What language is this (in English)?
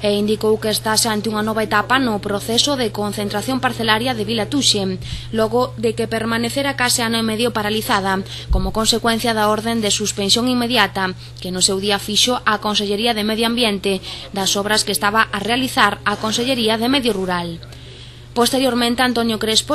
Galician